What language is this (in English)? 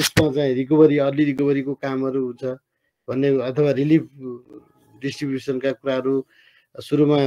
Nepali